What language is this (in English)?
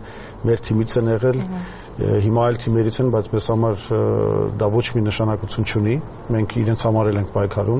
Armenian